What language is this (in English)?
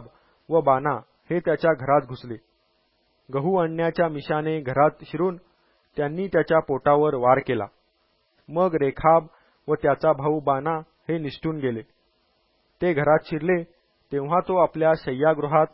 Marathi